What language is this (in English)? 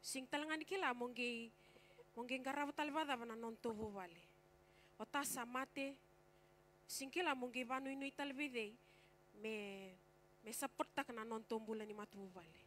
Fijian